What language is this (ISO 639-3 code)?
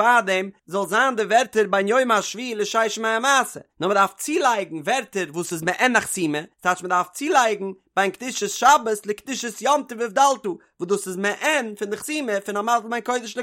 yid